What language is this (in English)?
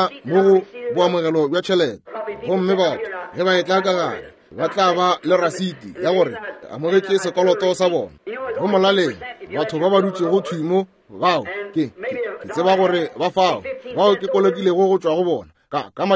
Northern Sotho